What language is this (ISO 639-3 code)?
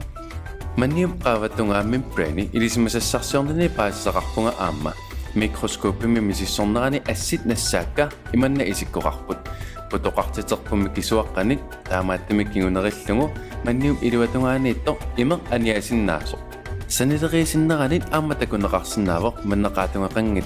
kal